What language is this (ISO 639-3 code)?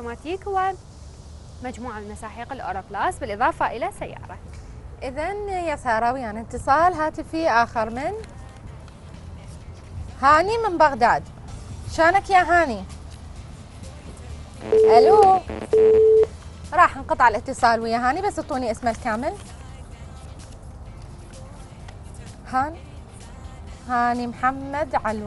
acm